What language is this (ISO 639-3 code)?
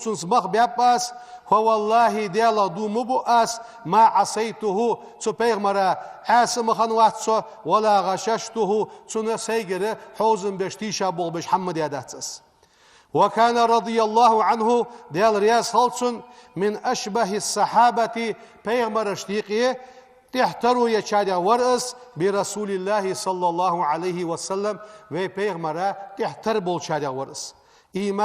inh